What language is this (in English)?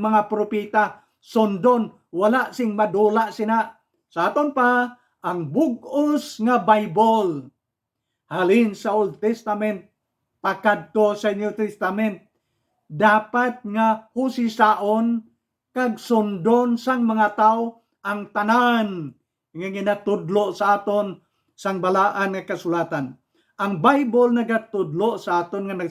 Hiligaynon